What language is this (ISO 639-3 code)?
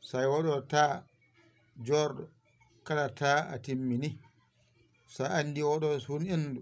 ful